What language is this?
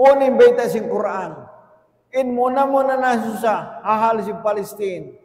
Tausug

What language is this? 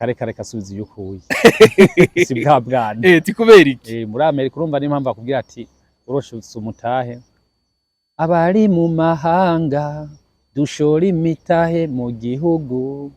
Rundi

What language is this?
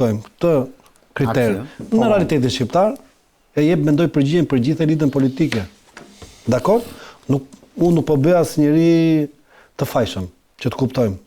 Albanian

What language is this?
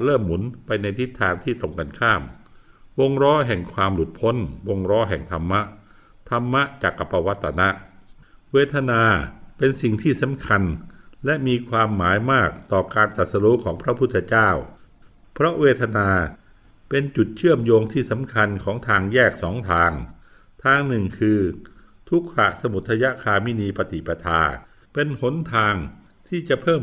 Thai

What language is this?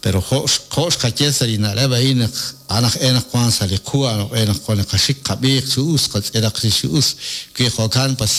Kekchí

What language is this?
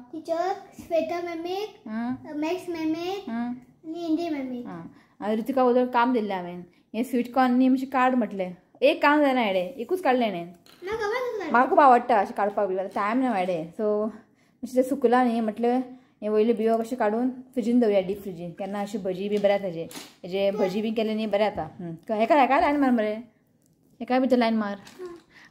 Konkani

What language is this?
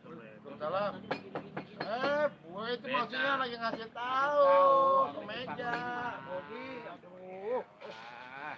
Betawi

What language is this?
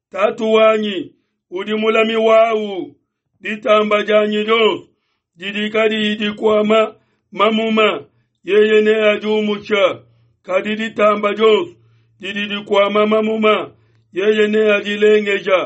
Luba-Lulua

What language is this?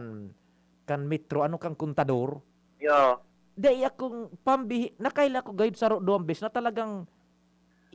Bikol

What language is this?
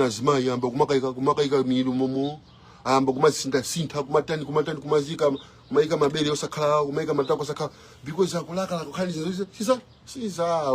Nyanja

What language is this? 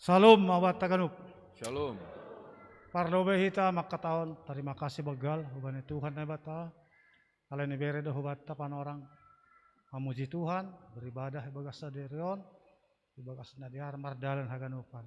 Batak Simalungun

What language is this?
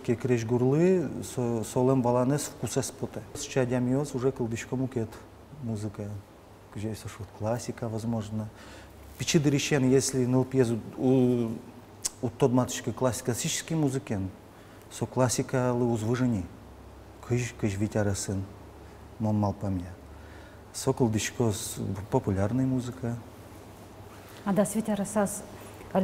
Udmurt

